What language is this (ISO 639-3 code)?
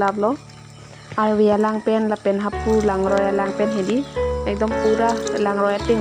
mjw